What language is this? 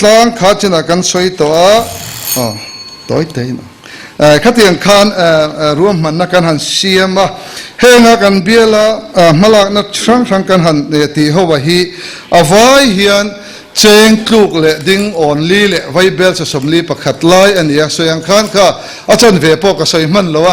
Mizo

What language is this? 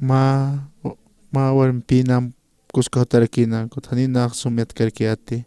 Aymara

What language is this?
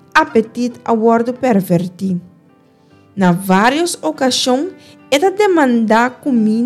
Papiamento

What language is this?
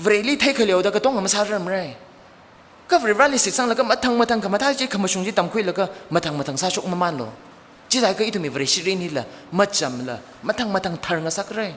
Tangkhul Naga (India)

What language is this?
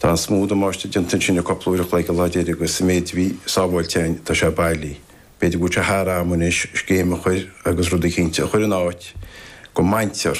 Irish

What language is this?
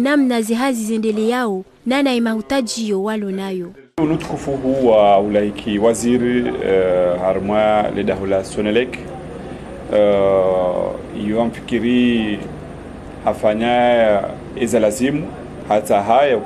Ngazidja Comorian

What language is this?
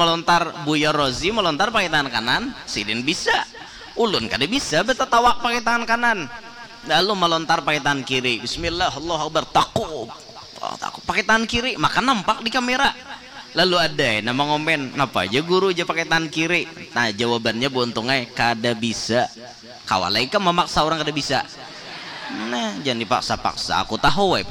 Banjar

